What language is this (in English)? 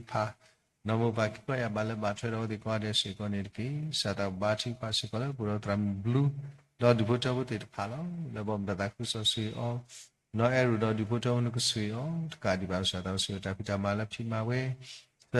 S'gaw Karen